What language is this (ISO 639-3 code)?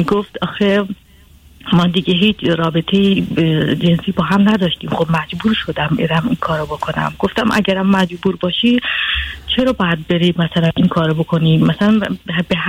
fas